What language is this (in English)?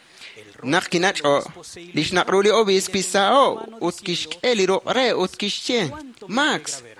Kekchí